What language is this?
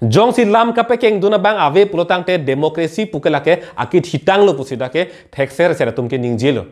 Karbi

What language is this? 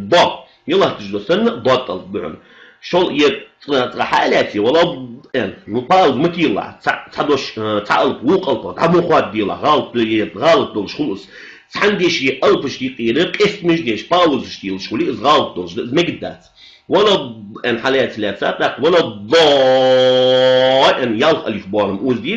Ingush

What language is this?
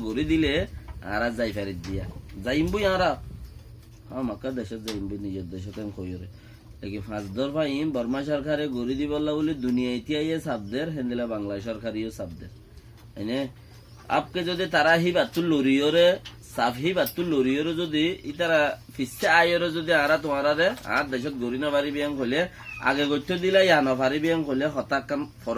Rohingya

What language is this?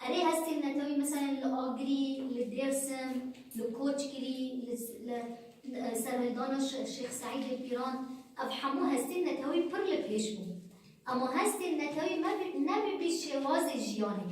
Kurdish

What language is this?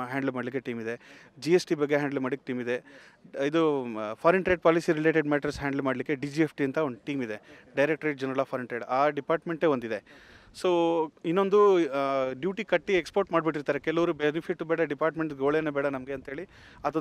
Kannada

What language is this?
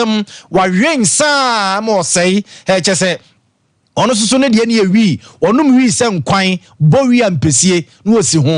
Akan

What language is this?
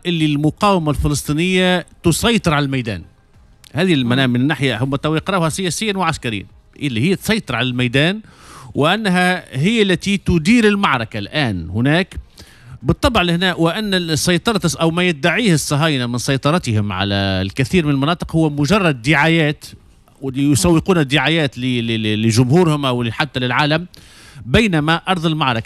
Tunisian Arabic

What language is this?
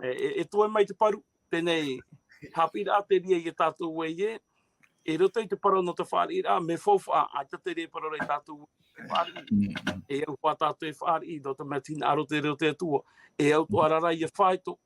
Tahitian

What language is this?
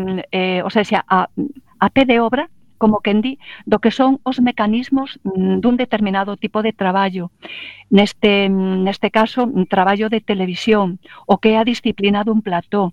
Galician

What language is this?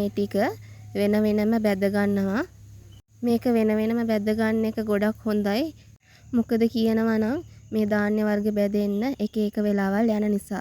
Sinhala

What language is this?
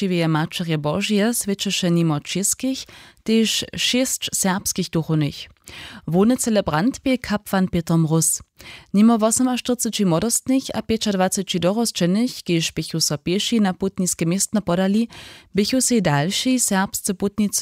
Upper Sorbian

